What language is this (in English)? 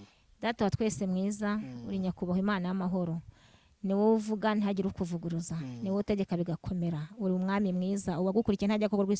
Kinyarwanda